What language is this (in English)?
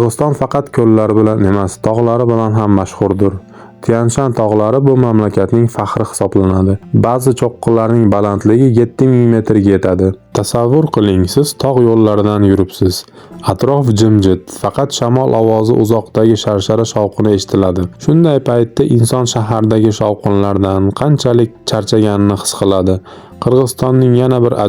Uzbek